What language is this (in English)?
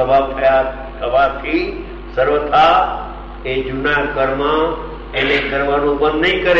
Gujarati